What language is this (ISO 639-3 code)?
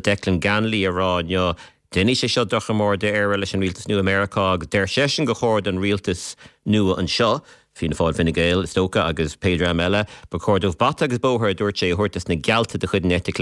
gle